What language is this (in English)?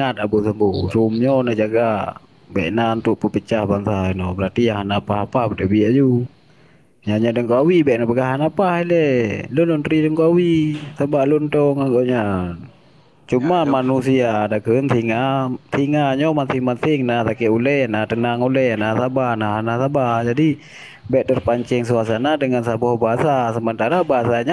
Achinese